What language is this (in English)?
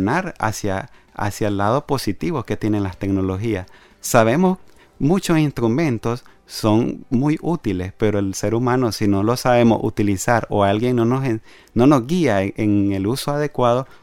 Spanish